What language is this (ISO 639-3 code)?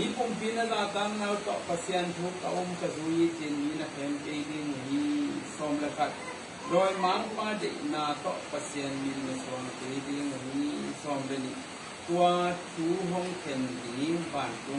ctd